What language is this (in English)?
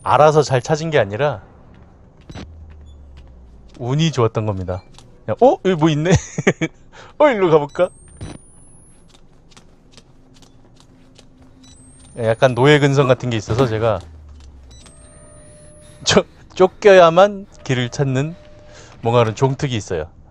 Korean